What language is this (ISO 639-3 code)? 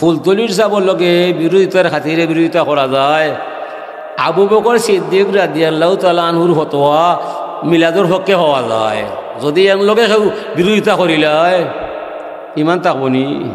syl